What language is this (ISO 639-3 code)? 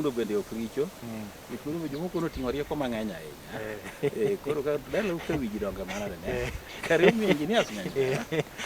luo